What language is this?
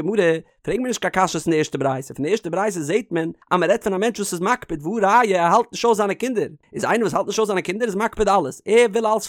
Yiddish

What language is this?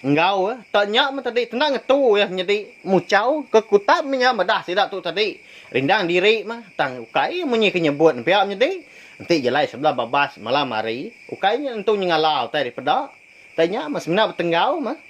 Iban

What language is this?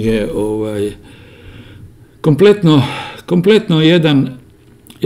Croatian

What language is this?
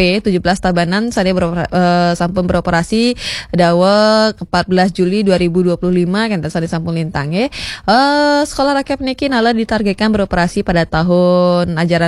Balinese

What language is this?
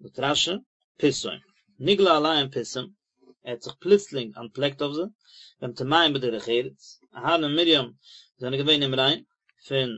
Yiddish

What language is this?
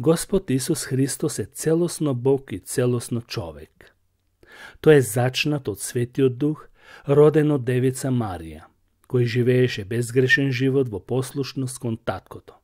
Macedonian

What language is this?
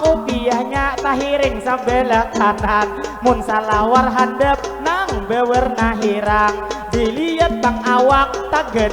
Banjar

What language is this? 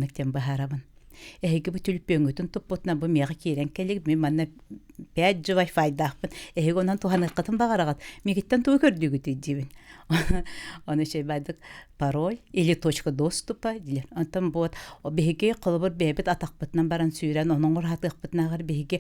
Yakut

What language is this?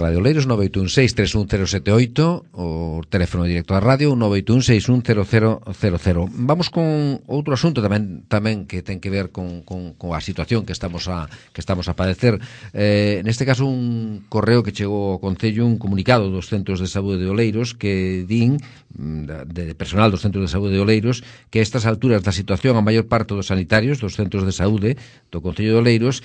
Galician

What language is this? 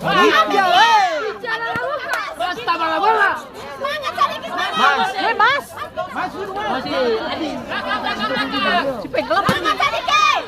Ambonese Malay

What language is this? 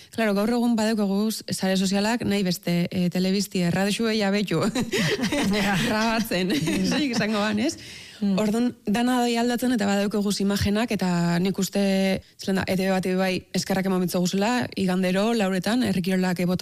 Basque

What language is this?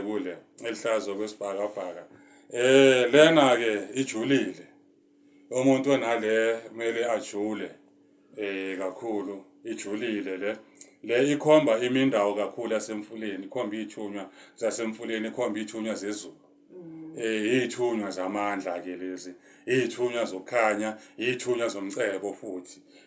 Zulu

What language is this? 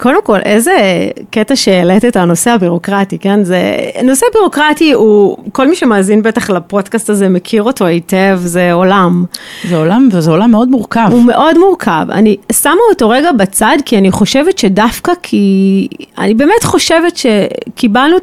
Hebrew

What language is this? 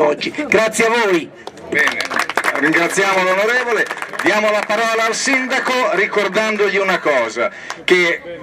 Italian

